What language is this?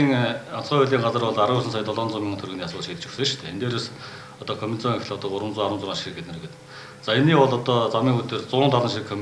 Mongolian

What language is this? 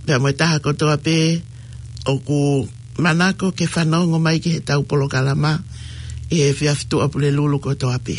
Tongan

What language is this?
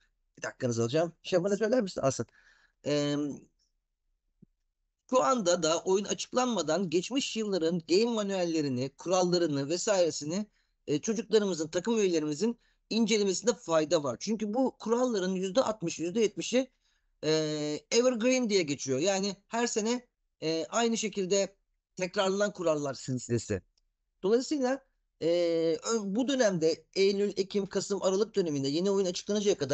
Turkish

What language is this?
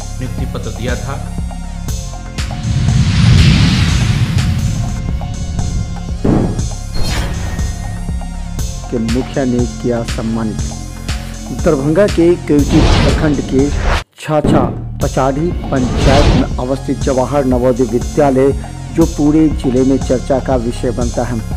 Hindi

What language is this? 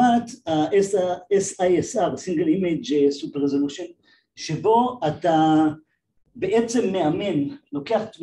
Hebrew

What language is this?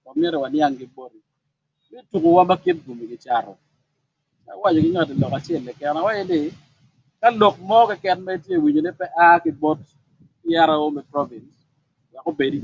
Acoli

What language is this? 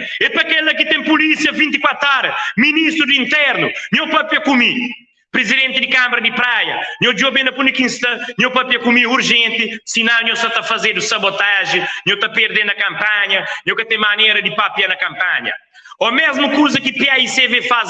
Kabuverdianu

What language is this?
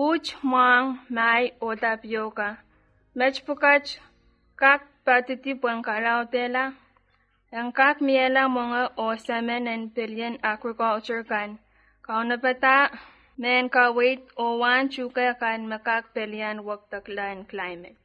Pohnpeian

